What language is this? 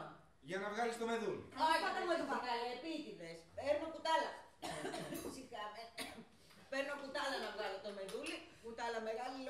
Greek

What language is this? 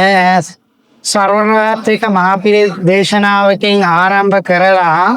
Sinhala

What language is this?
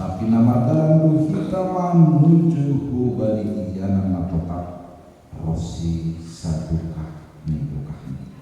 Batak Simalungun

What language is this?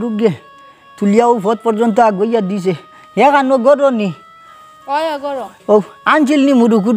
Sylheti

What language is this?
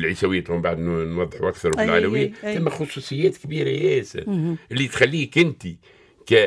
Tunisian Arabic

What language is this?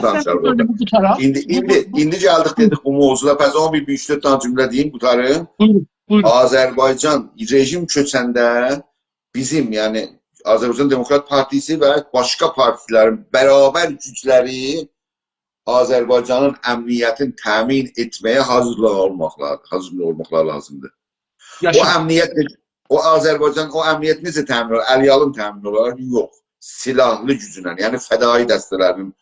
South Azerbaijani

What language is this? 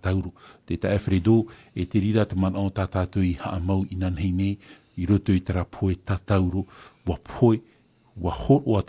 Tahitian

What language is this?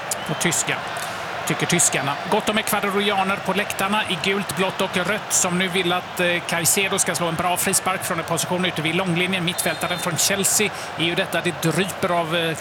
Swedish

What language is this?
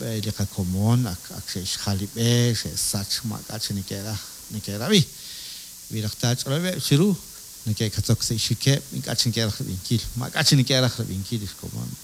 Kekchí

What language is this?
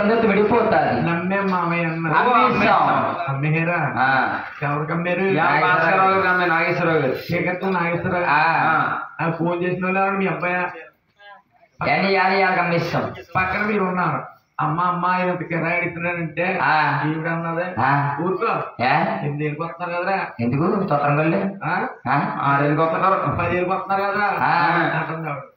Telugu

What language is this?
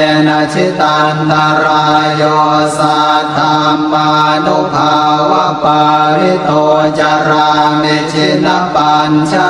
Pali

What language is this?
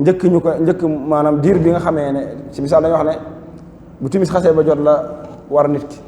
Wolof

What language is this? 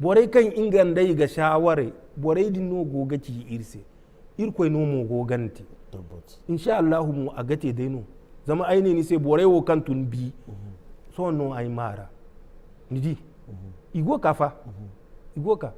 Zarma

